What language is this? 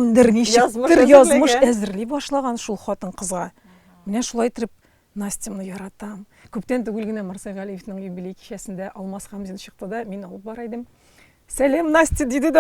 Tatar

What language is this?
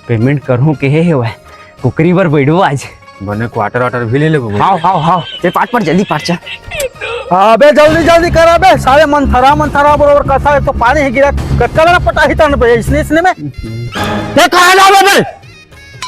Chhattisgarhi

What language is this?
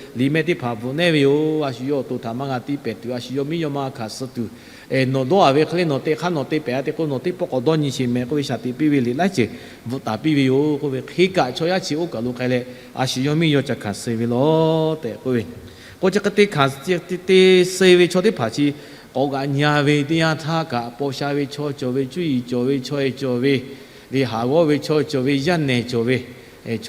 Lahu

